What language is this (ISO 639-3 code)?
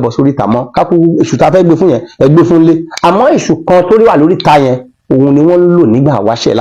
yor